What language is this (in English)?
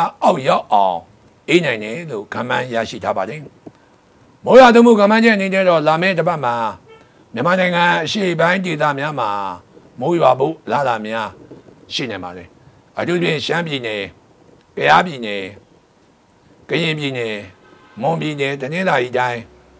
Burmese